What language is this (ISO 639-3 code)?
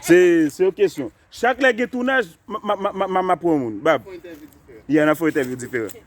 hat